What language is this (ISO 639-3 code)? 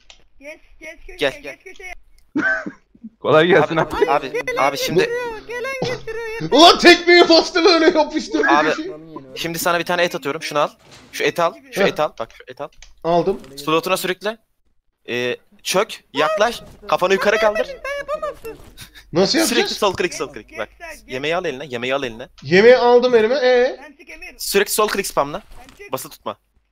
tur